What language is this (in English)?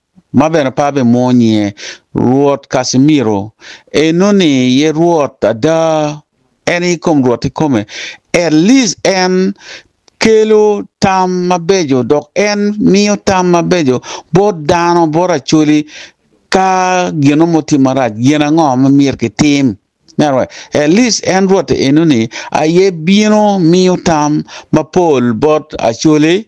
Acoli